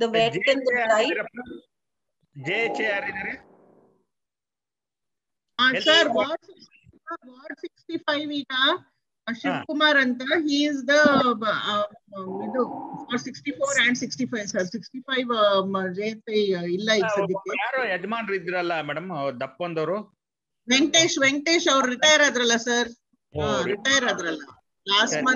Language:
Kannada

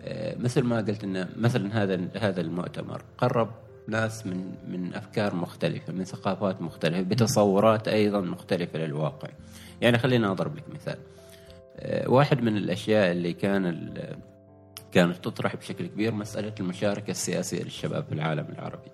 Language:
Gulf Arabic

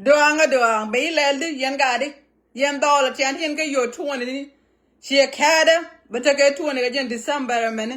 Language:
Nuer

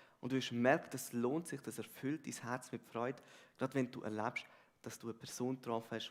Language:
Swiss German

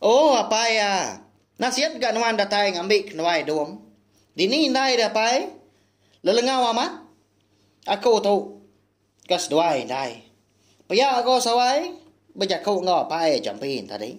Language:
Iban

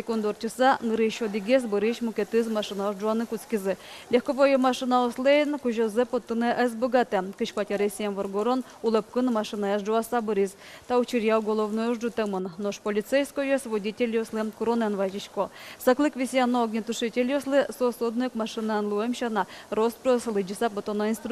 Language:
Udmurt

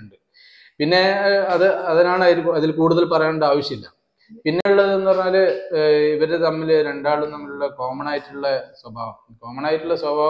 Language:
Malayalam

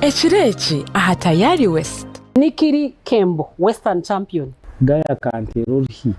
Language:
Nyankole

